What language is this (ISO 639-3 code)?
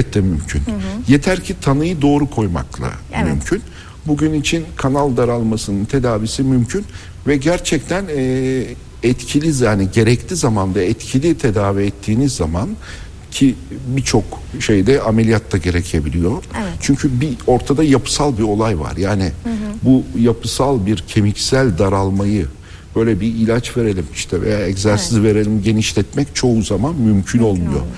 tur